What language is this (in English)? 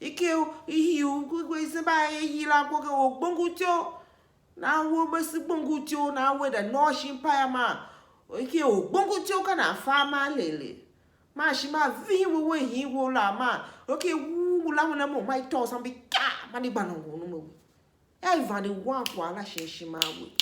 Tiv